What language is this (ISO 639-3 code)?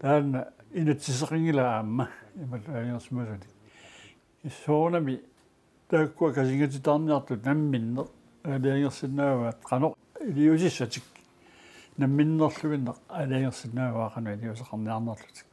kal